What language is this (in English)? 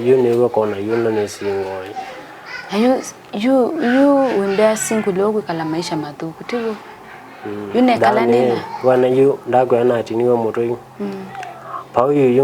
Kamba